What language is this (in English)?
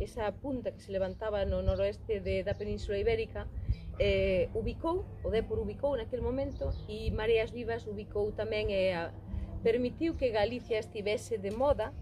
Galician